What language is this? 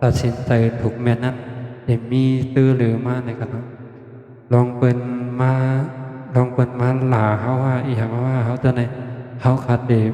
Shan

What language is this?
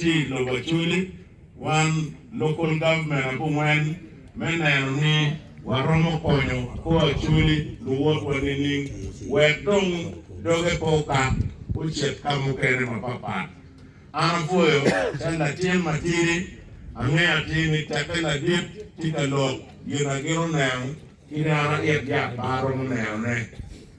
Acoli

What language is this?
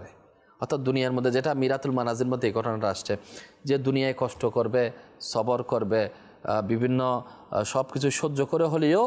Bangla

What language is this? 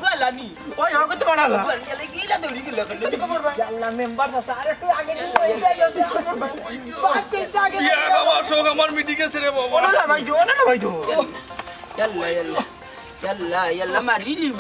Sylheti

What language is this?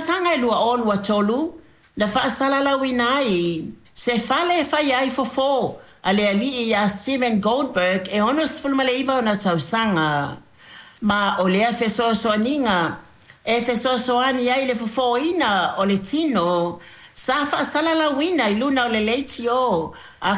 Samoan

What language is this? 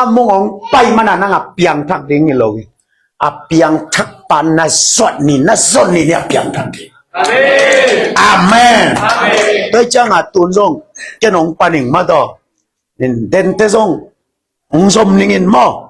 Tedim Chin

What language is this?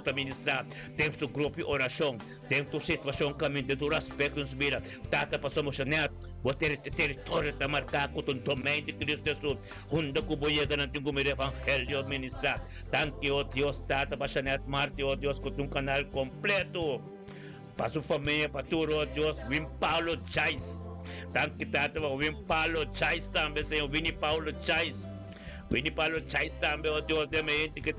Papiamento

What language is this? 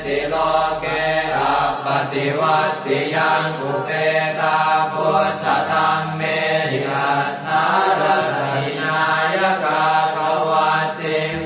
Pali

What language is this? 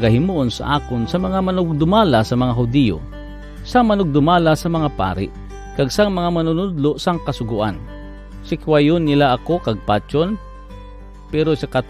Hiligaynon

